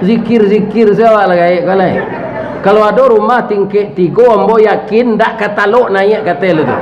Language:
Minangkabau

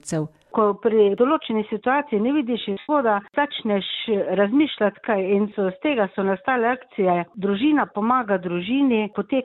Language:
Slovenian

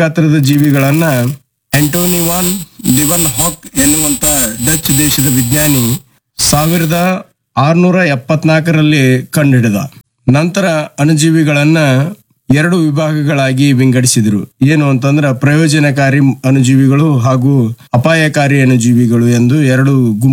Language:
Kannada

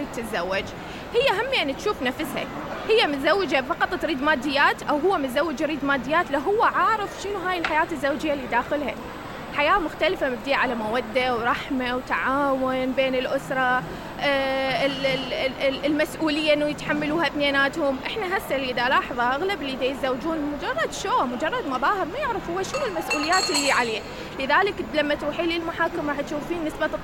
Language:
Mesopotamian Arabic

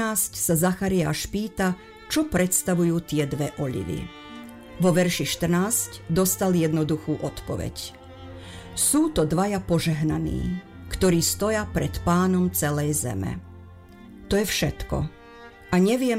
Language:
Slovak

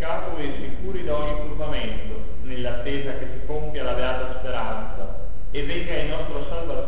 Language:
Italian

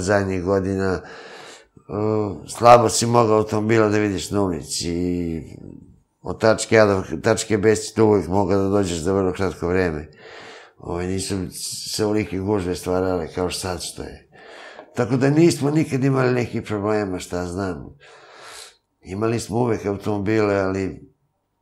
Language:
Serbian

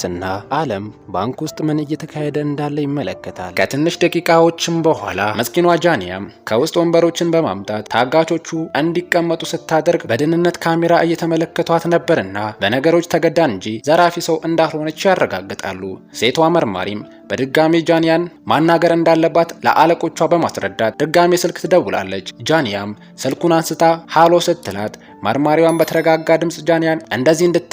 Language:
Amharic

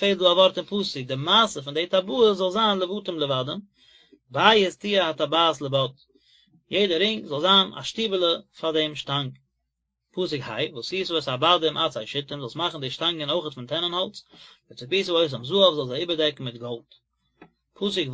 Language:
Yiddish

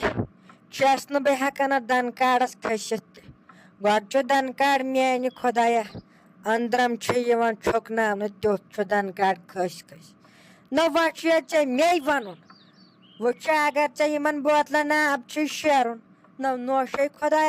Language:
Kashmiri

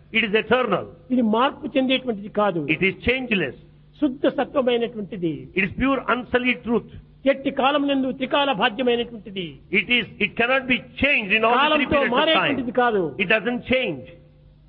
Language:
Telugu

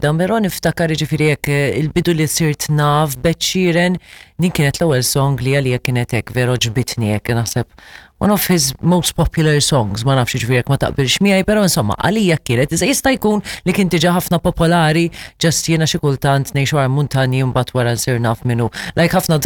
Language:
Maltese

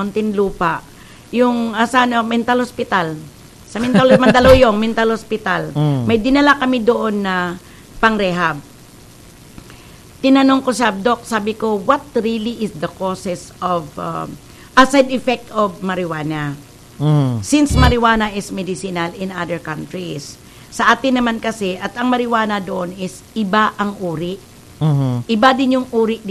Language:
Cebuano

